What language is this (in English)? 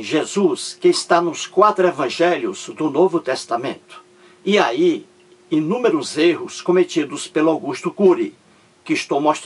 Portuguese